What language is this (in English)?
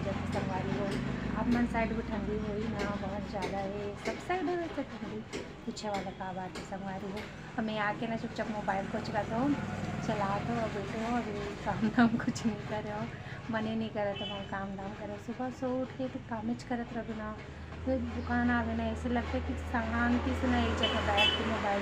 Chhattisgarhi